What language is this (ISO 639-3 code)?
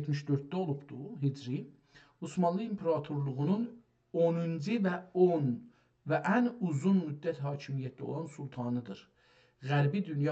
azb